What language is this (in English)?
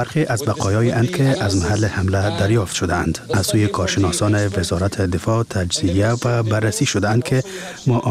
Persian